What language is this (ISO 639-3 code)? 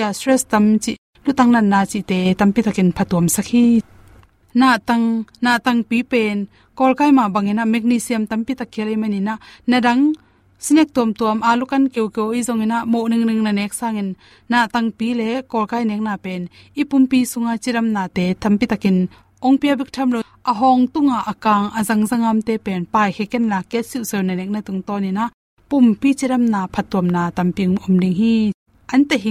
ctd